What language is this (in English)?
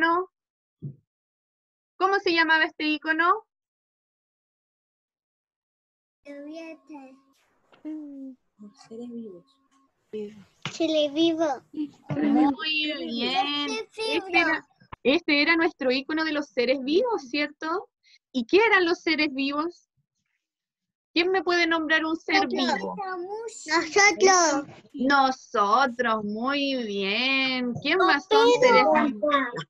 Spanish